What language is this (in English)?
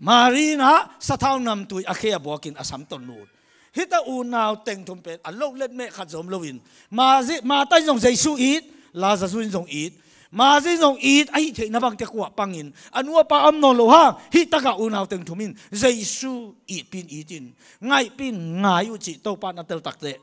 Tedim Chin